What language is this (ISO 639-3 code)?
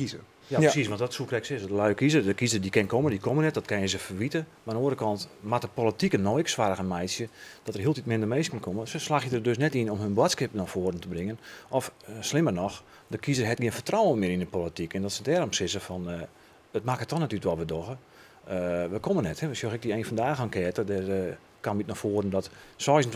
fry